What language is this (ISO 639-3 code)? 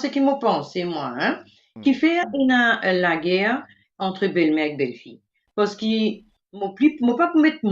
mfe